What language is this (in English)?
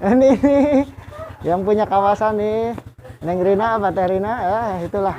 Betawi